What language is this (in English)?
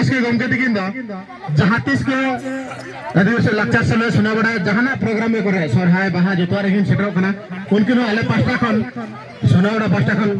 Santali